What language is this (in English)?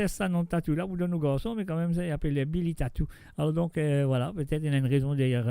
Morisyen